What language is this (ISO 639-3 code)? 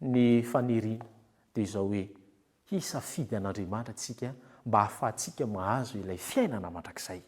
mlg